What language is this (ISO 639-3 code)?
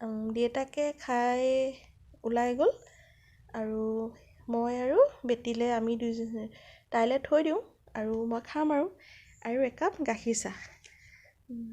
asm